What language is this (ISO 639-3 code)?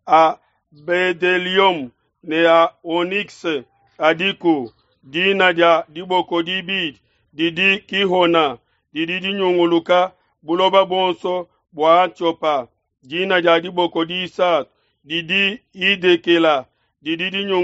lua